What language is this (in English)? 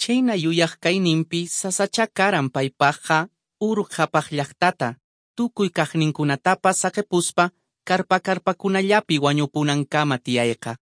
Quechua